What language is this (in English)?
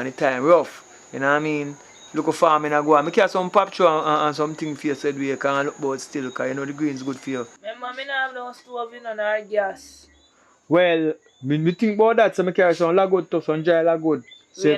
Jamaican Creole English